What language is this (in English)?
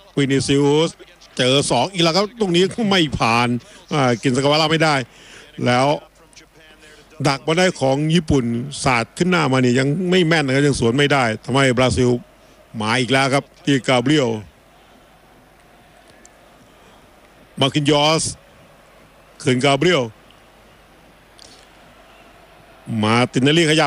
Thai